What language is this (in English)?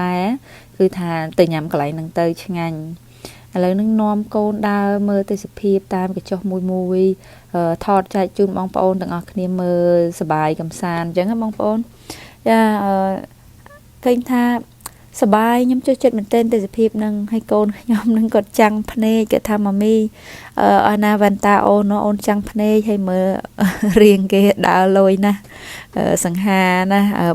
Khmer